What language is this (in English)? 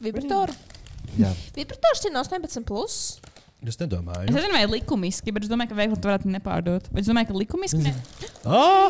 Latvian